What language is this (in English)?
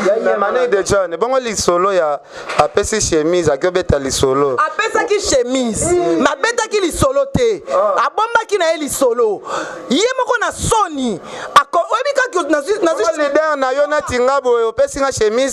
Lingala